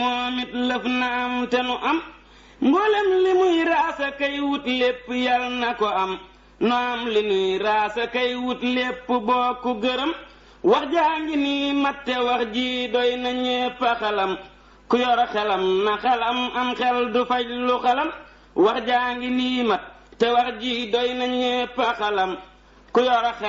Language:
Wolof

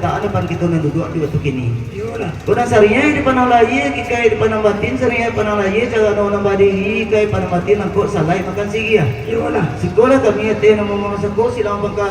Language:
Minangkabau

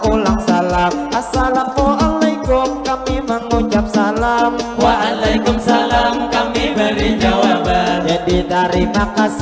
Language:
Banjar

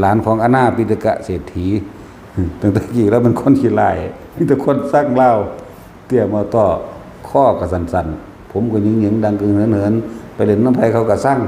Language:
Northeastern Thai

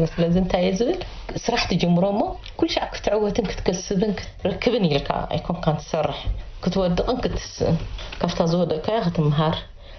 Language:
Tigrinya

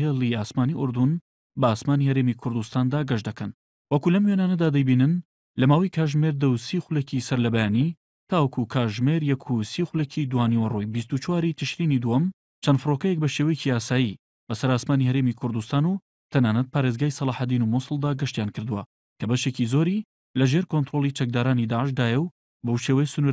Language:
Central Kurdish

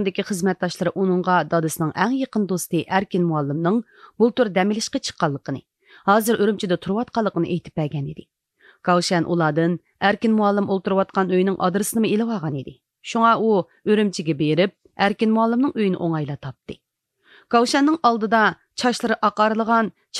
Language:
Uyghur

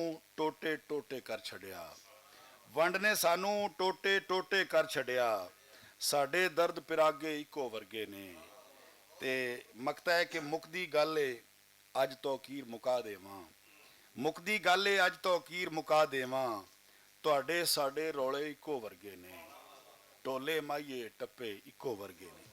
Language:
Western Panjabi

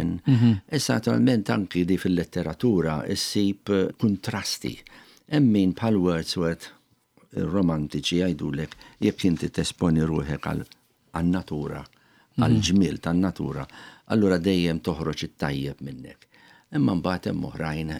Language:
Maltese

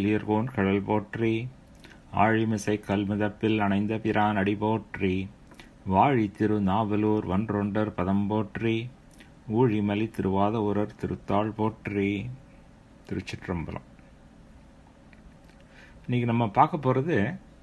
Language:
Tamil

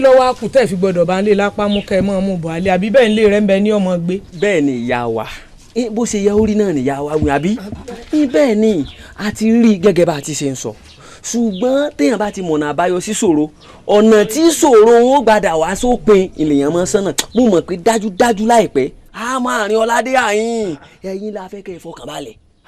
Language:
Yoruba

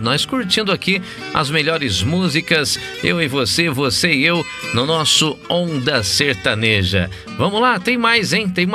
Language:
Portuguese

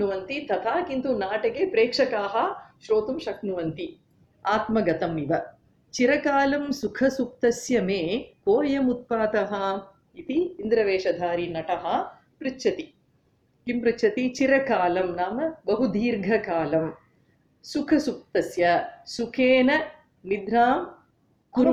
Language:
Sanskrit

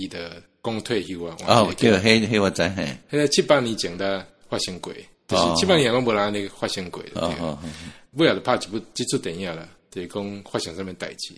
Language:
Min Nan Chinese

